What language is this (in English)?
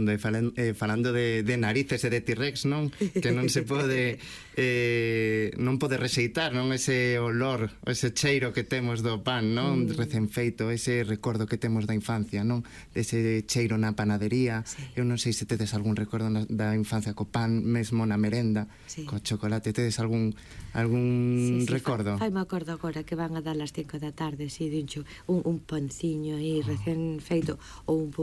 Galician